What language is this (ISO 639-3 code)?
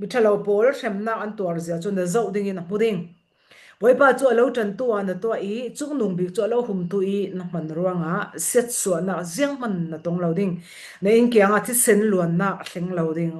cfm